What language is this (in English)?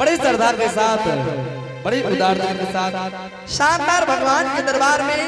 Angika